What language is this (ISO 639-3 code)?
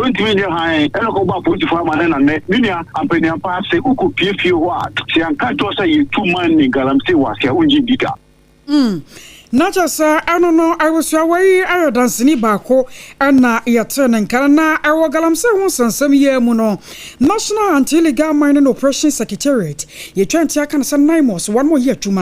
aka